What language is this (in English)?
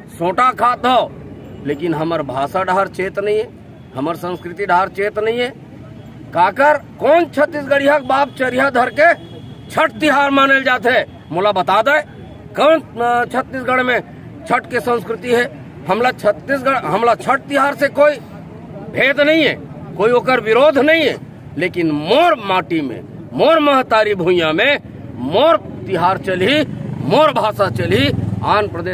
Chhattisgarhi